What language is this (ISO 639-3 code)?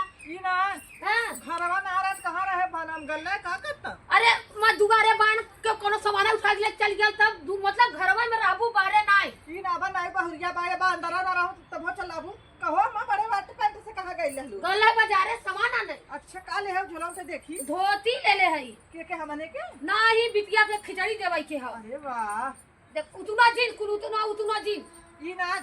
awa